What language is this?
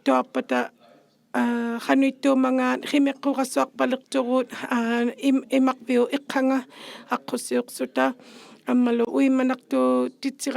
Inuktitut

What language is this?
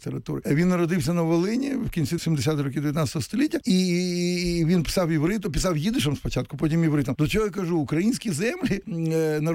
Ukrainian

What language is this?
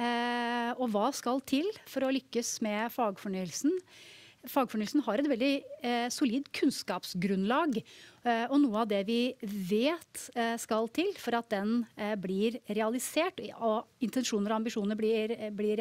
Norwegian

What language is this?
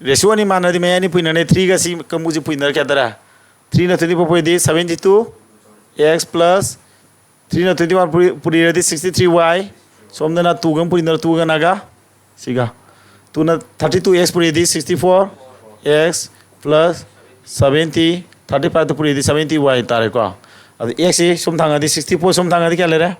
Manipuri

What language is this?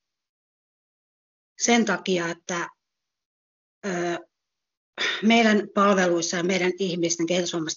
Finnish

